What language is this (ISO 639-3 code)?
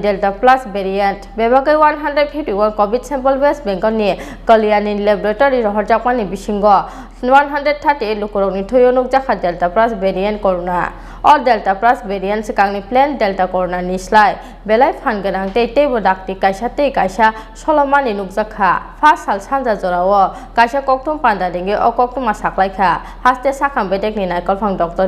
trp